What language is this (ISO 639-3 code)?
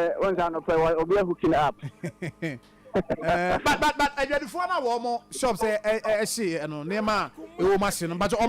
aka